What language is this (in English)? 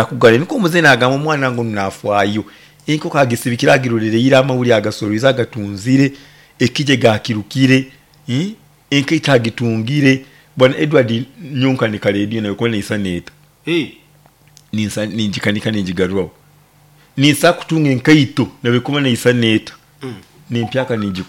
Nyoro